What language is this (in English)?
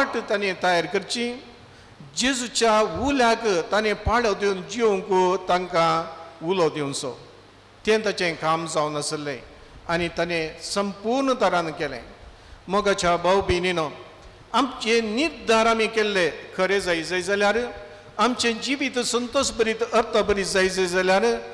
Konkani